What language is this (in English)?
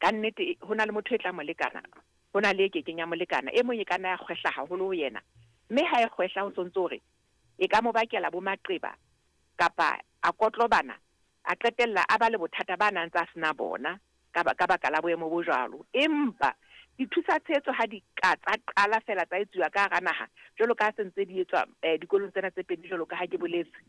Southern Sotho